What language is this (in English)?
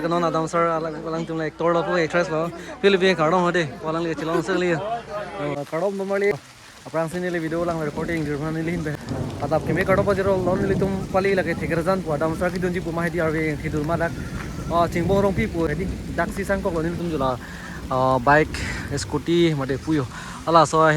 Karbi